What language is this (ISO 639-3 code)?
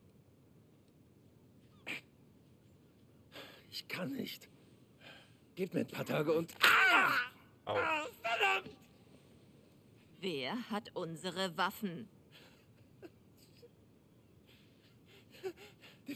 deu